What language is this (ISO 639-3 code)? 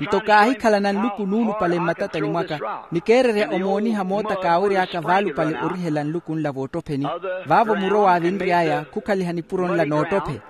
vmw